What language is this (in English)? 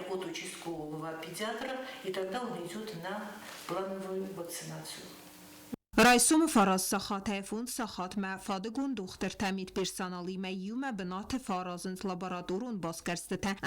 Ossetic